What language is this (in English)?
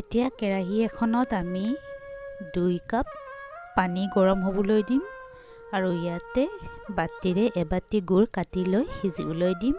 Assamese